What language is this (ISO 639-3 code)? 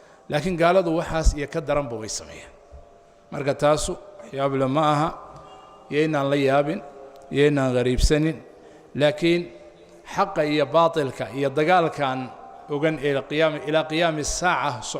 som